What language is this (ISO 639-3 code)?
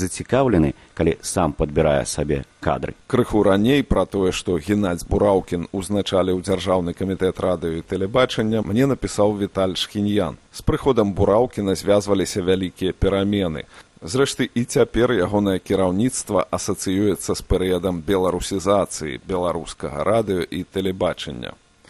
bel